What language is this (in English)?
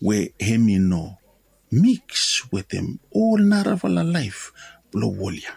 Bislama